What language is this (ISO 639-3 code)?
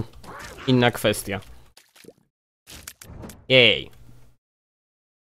pol